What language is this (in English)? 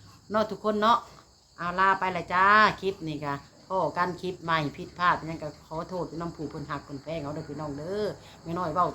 Northeastern Thai